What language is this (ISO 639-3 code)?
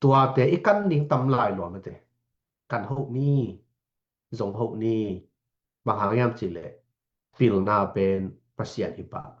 ctd